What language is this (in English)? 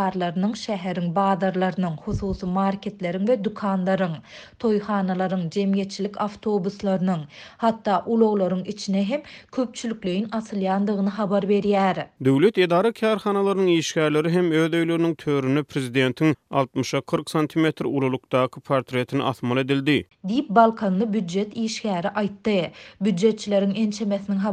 Turkmen